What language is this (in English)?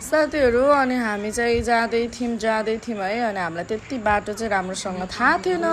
Nepali